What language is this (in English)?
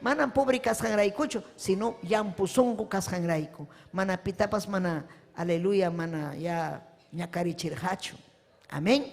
Ayacucho Quechua